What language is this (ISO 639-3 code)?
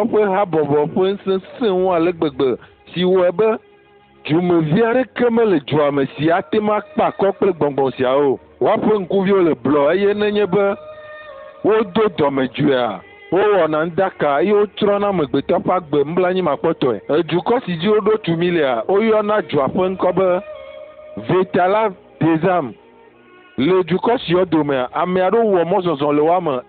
ewe